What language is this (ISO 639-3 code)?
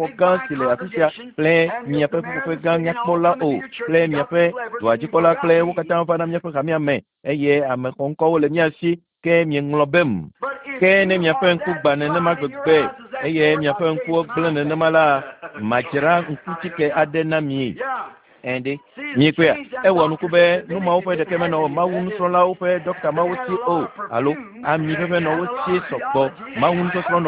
ewe